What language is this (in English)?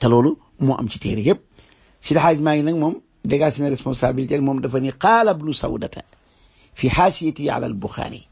Wolof